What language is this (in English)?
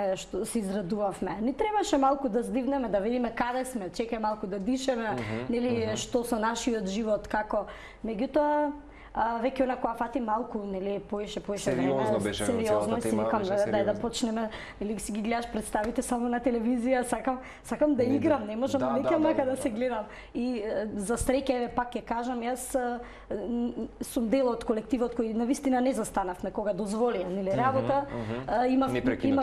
Macedonian